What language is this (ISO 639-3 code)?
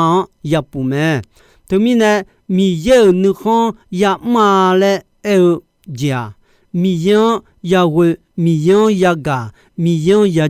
ahk